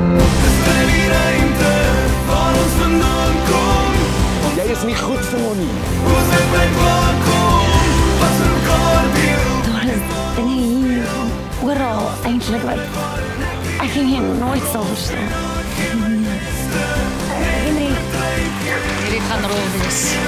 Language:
Afrikaans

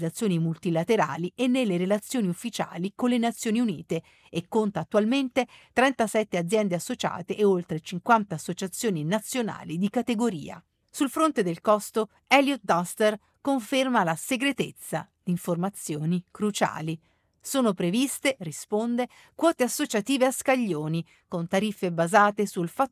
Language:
Italian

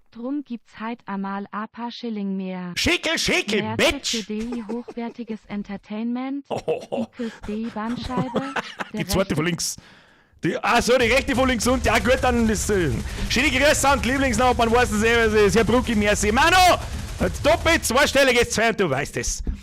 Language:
Bavarian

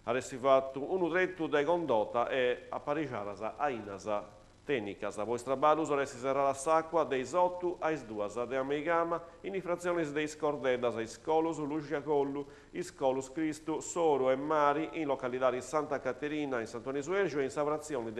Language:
Sardinian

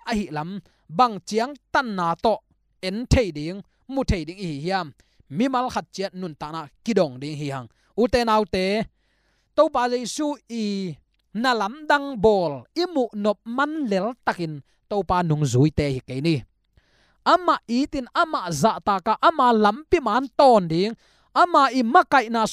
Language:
Tedim Chin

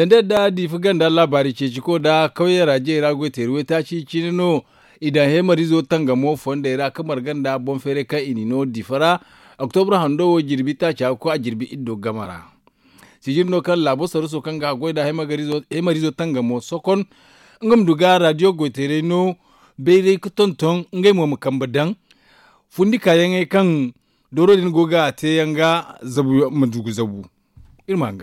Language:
Zarma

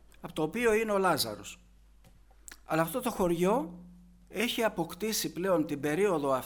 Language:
Greek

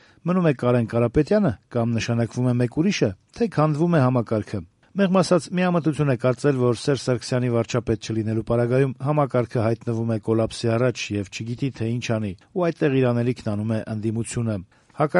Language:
Armenian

